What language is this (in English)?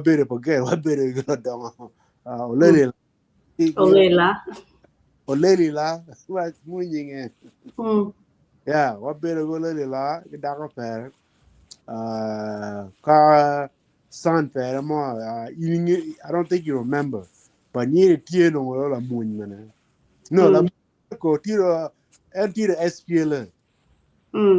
Acoli